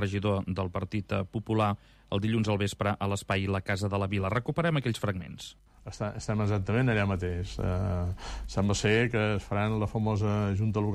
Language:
Catalan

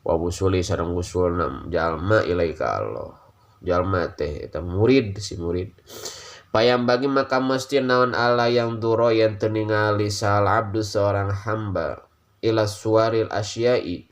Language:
Sundanese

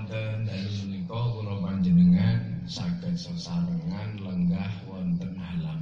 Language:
Javanese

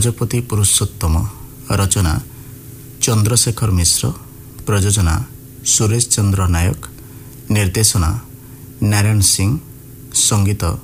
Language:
Odia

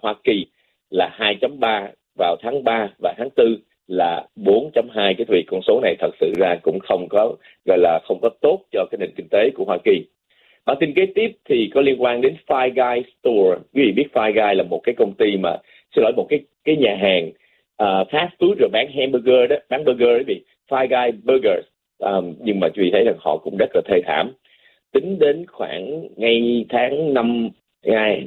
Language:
Vietnamese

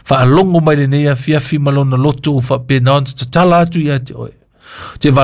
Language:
Samoan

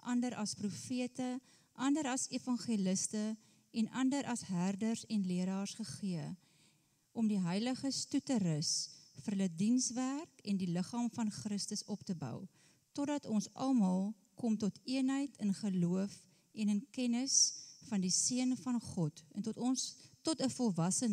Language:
Afrikaans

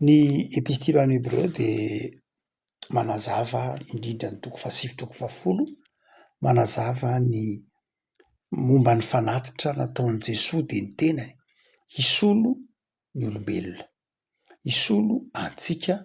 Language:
Malagasy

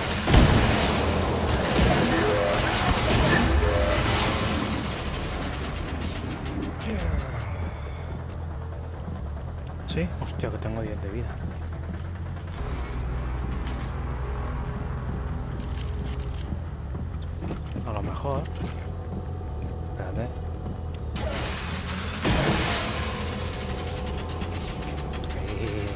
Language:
Spanish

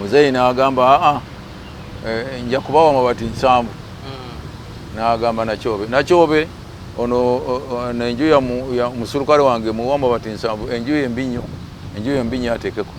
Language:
Ganda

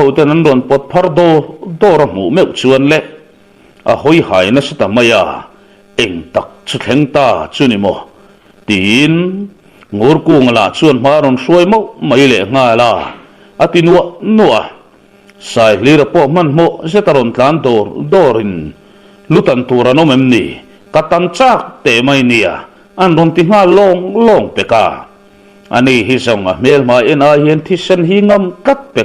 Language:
Mizo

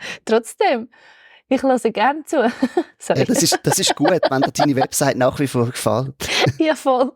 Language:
Swiss German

